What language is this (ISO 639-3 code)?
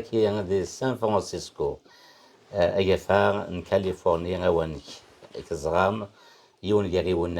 kab